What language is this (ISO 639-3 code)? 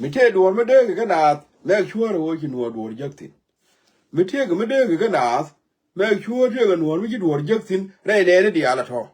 nus